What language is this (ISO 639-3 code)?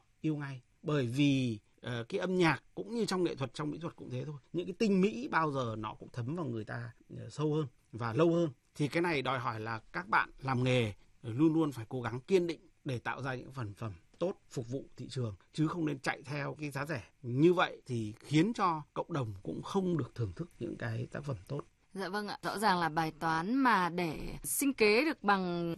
vie